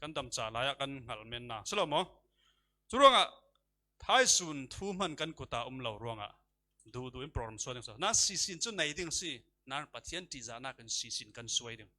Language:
Falam Chin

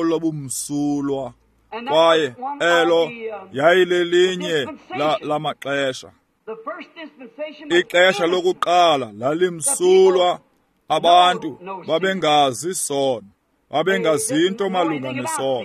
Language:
Xhosa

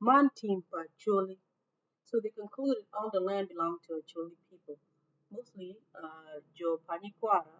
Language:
Acoli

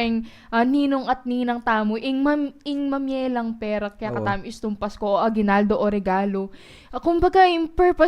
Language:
Pampanga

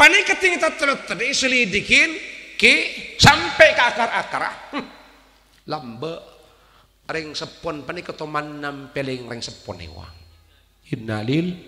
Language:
Madurese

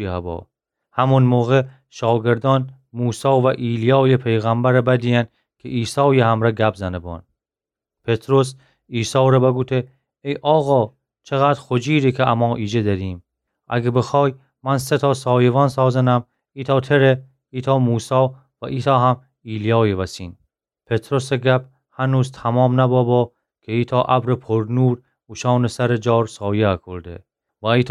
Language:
Gilaki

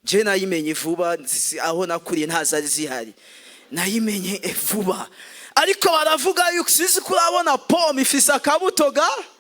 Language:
Rundi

